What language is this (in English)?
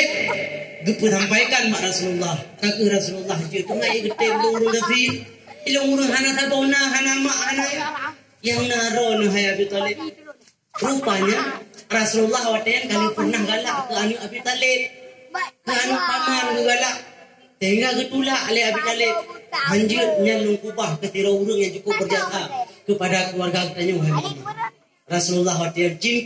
Achinese